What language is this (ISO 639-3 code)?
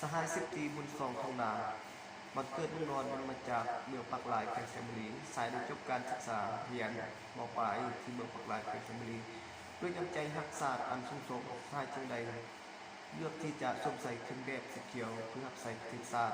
lao